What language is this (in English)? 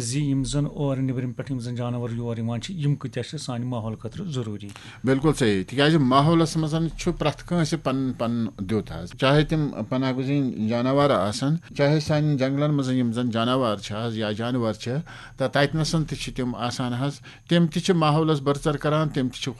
Kashmiri